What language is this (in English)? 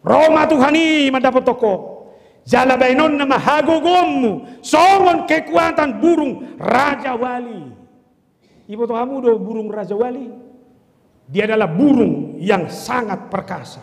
Batak Toba